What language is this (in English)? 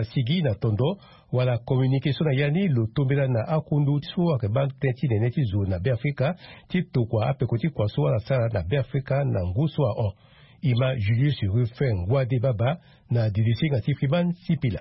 Sango